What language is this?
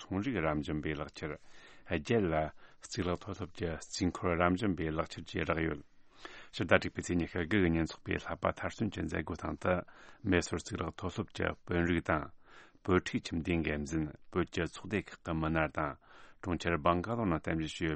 Tibetan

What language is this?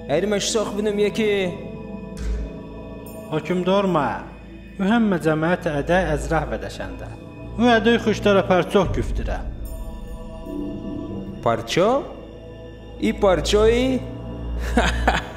Judeo-Tat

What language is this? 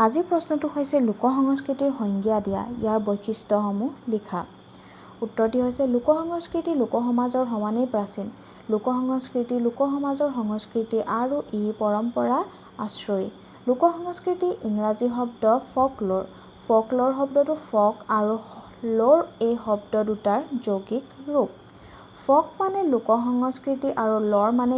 Assamese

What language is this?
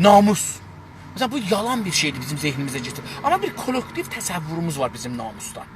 South Azerbaijani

